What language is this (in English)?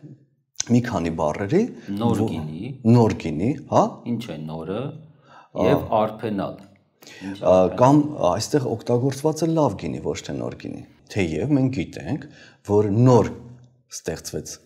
Armenian